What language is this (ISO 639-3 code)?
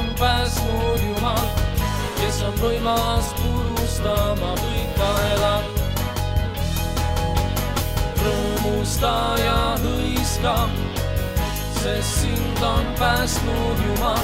est